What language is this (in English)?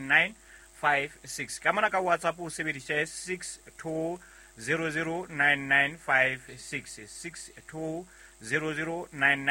Southern Sotho